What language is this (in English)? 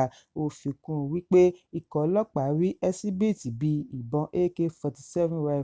Yoruba